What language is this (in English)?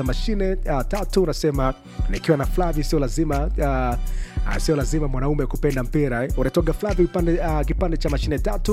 Swahili